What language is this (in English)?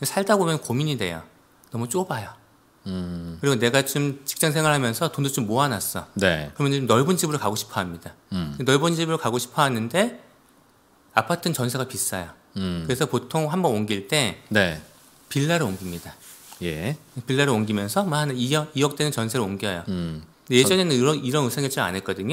Korean